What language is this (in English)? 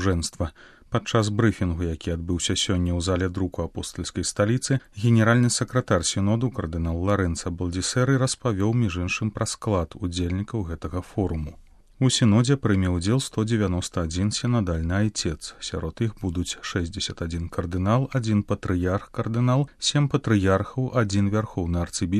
Belarusian